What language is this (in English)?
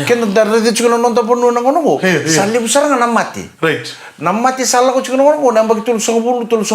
Fijian